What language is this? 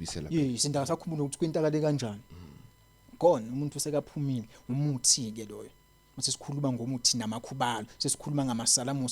Zulu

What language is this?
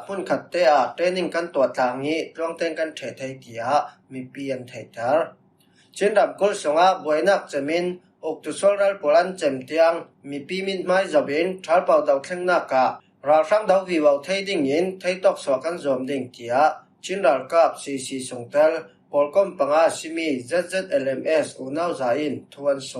Falam Chin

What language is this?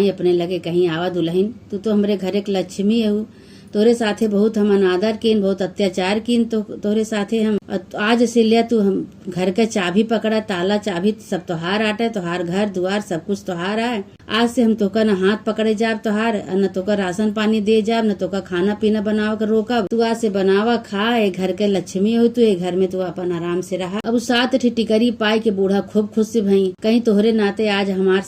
Awadhi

